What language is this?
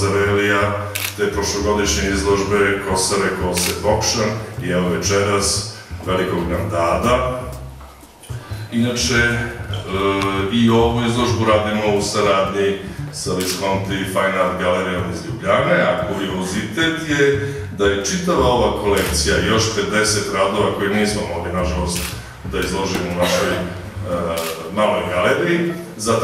Serbian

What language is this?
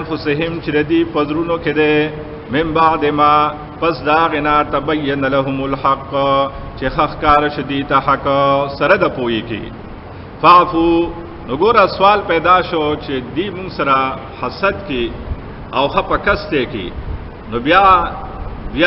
Pashto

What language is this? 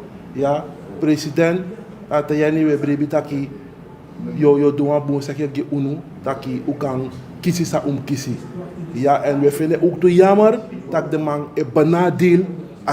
Sranan Tongo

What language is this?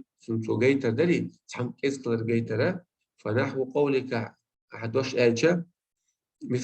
Chechen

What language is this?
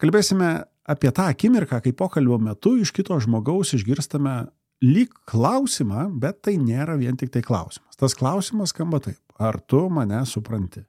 Lithuanian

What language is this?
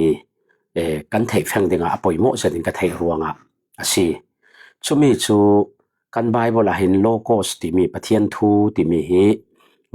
Falam Chin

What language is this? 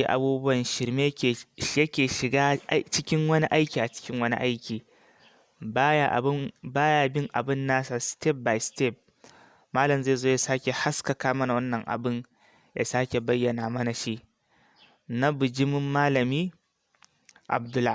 Hausa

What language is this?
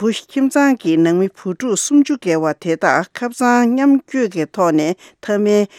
Tibetan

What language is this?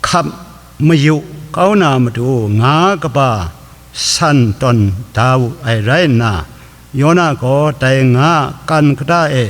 Kachin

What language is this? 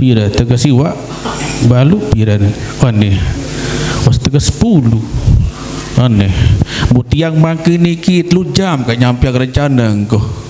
Sasak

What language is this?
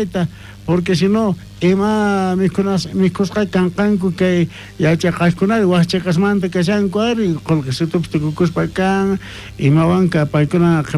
South Bolivian Quechua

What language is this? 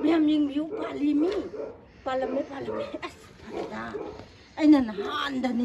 Manipuri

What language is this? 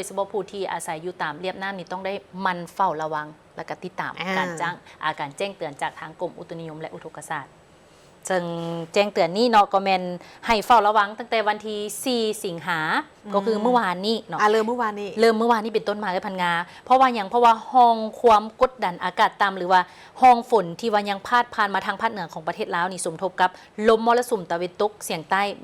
Lao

